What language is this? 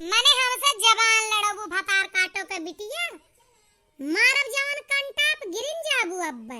Awadhi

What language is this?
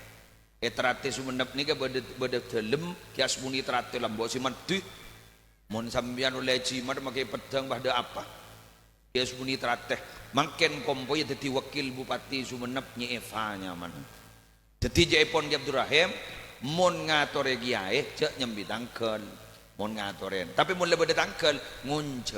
Madurese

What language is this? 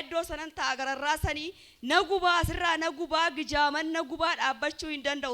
Oromo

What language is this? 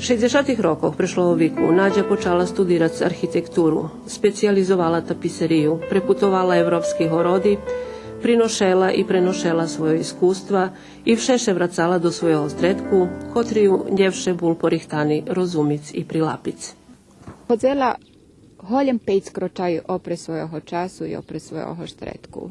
Rusyn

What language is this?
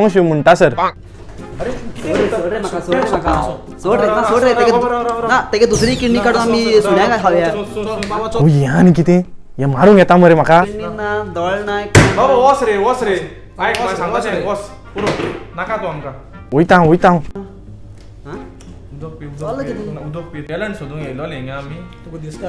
Konkani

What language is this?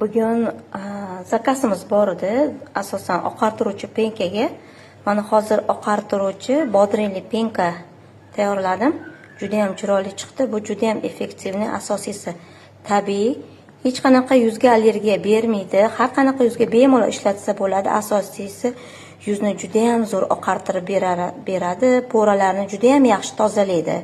Uzbek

